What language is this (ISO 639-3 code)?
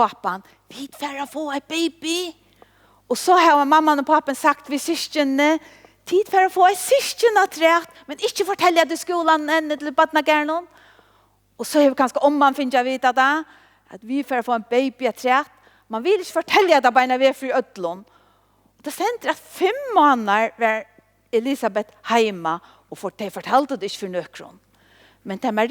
fao